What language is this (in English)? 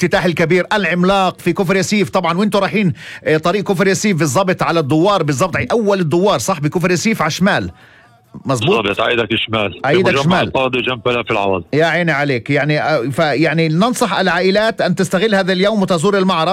North Levantine Arabic